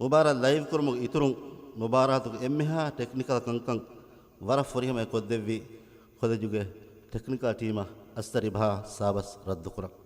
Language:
Divehi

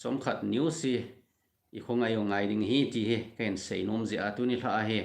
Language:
Thado Chin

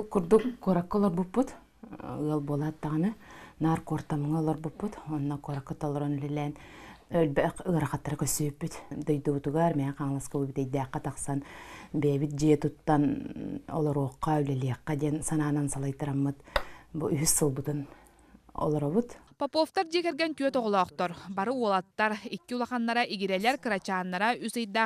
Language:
Yakut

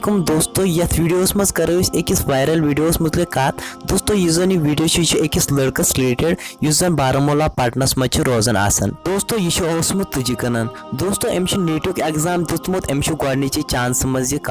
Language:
Kashmiri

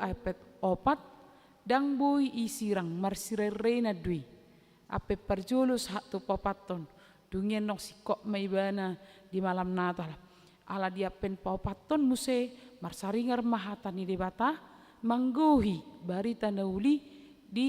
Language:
Batak Toba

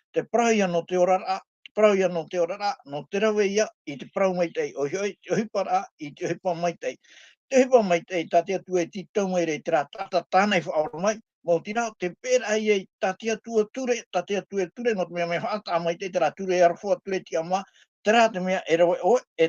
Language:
Tahitian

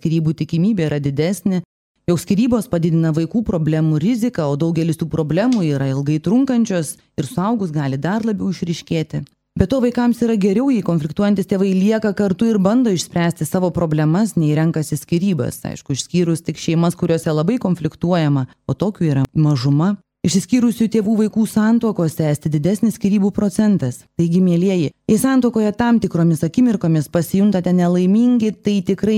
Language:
Lithuanian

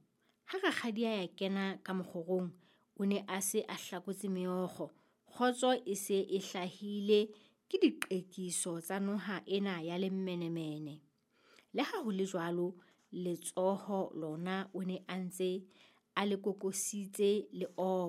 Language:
Southern Sotho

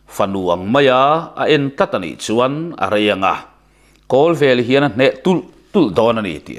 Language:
Mizo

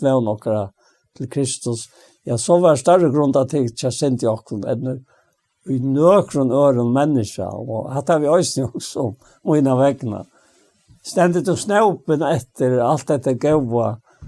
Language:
Faroese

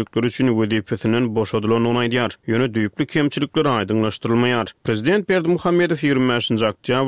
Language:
Turkmen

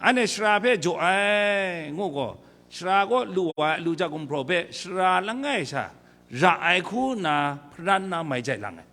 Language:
Kachin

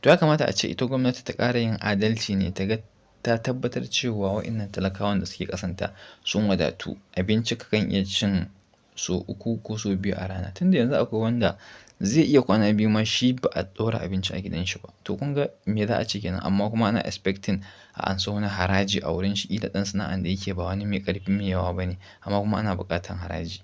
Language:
Hausa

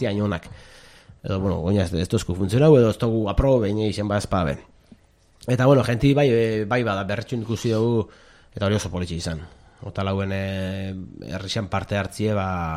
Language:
Basque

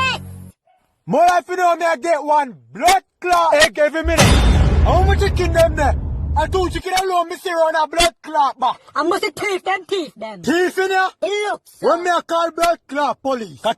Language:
Jamaican Creole English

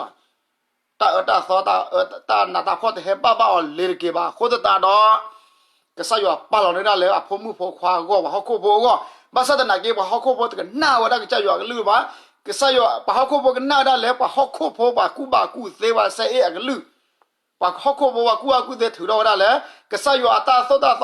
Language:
S'gaw Karen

